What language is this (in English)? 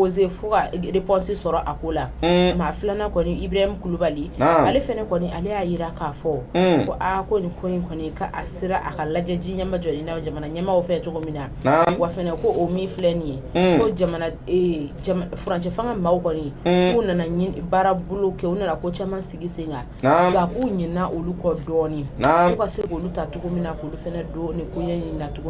Bambara